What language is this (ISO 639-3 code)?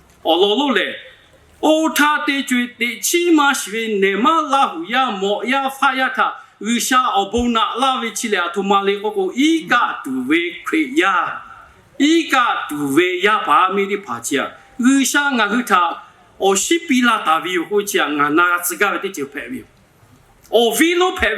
lhu